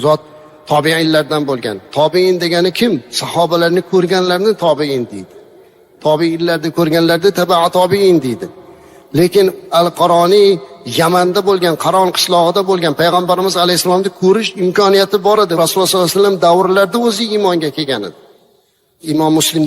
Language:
Uzbek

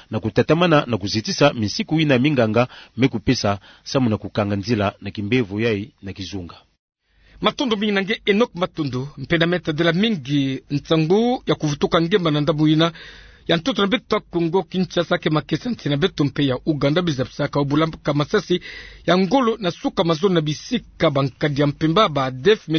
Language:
Kituba (Democratic Republic of Congo)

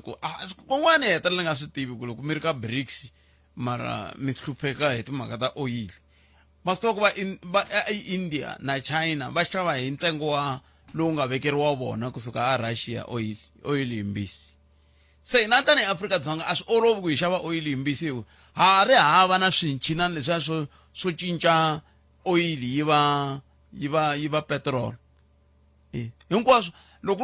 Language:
Tsonga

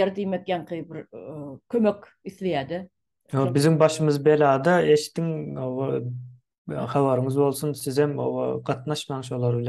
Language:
Turkmen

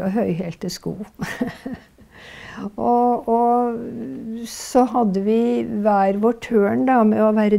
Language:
Norwegian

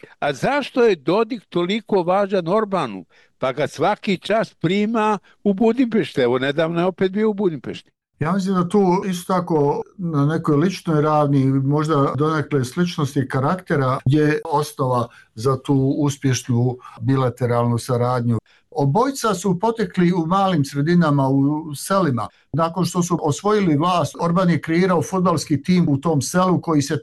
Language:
Bosnian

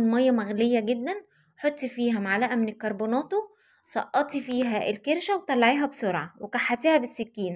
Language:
Egyptian Arabic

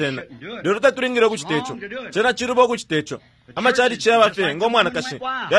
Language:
Bemba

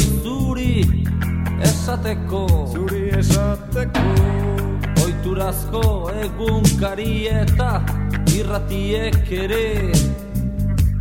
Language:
Basque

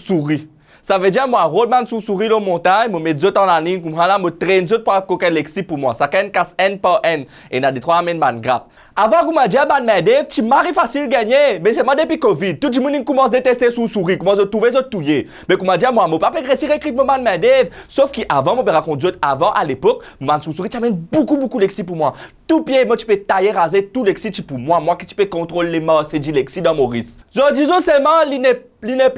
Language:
Morisyen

